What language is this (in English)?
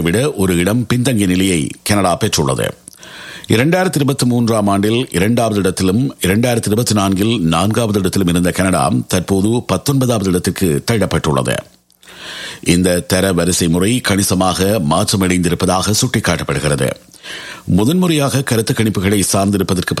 Tamil